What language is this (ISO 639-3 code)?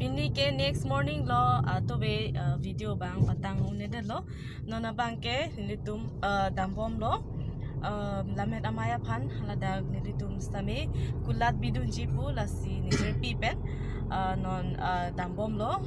mjw